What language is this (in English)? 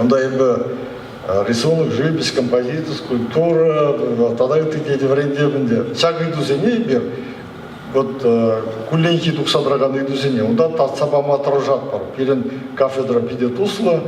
Chuvash